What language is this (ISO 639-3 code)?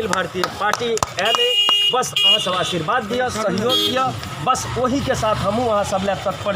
mai